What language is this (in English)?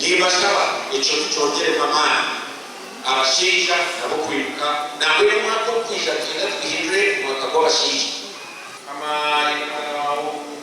Nyankole